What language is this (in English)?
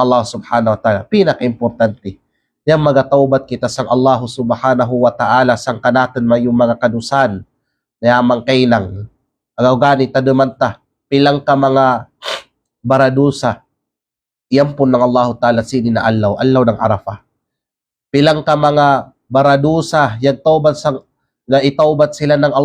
Kalagan